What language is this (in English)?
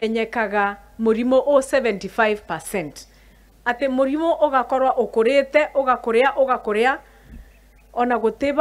Kikuyu